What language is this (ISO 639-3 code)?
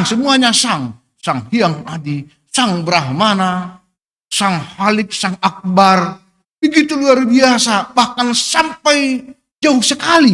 bts